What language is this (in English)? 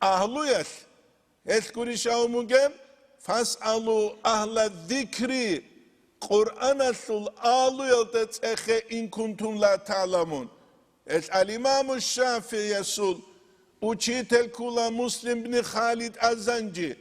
Avaric